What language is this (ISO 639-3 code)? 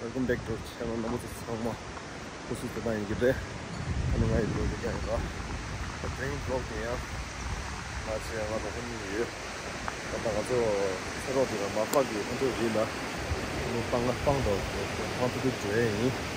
bod